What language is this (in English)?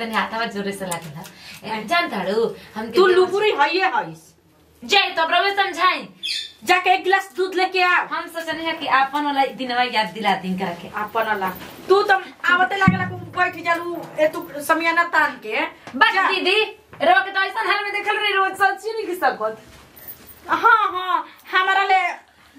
Bhojpuri